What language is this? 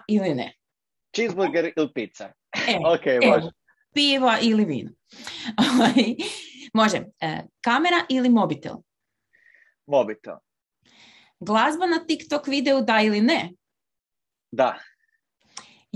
Croatian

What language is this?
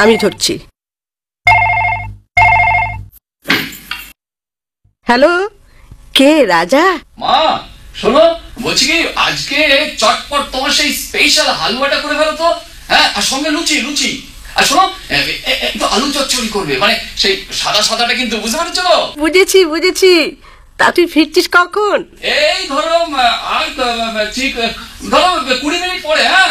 Bangla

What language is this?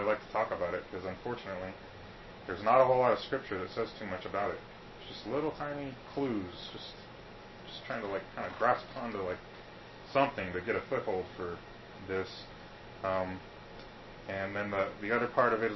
English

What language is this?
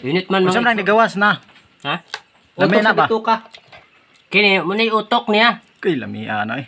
Cebuano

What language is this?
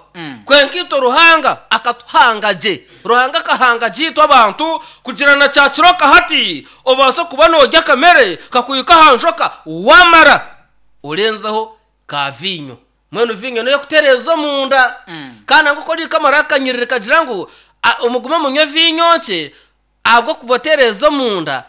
Nyankole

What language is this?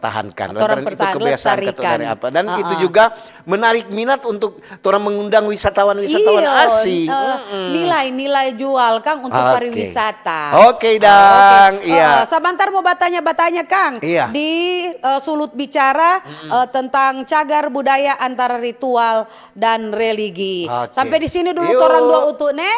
Manado Malay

